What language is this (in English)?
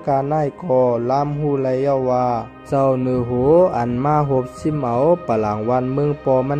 Shan